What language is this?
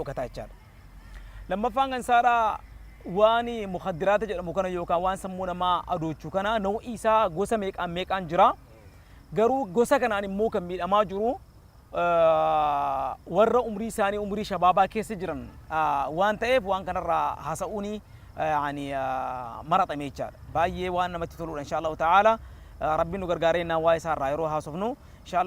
Oromo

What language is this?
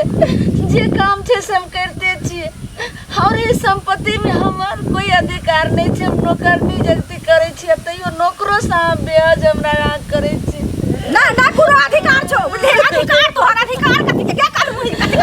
Maithili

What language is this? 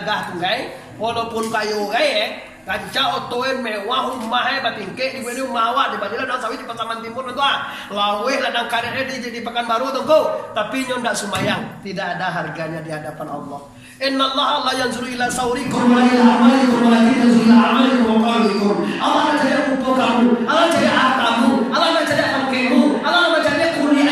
Minangkabau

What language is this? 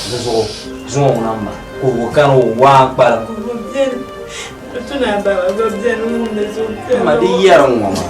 Dagbani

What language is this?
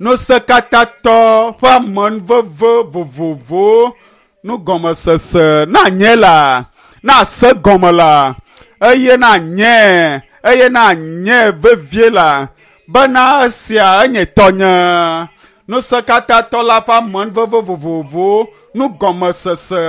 Ewe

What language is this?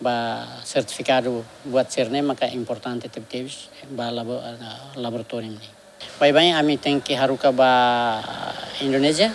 Tetum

